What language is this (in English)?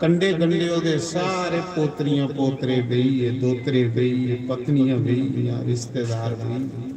Dogri